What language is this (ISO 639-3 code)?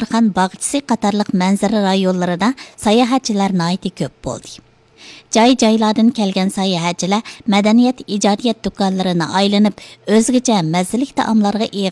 uig